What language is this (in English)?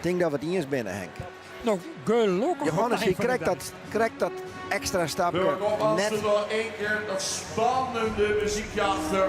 Western Frisian